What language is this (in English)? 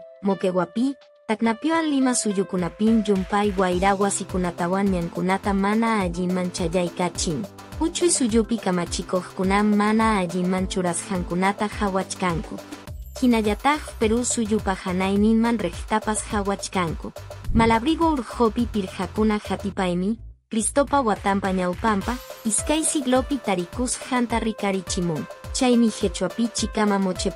Quechua